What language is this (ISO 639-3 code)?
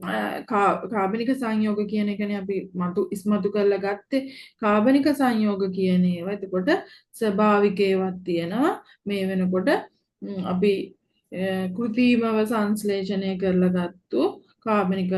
sin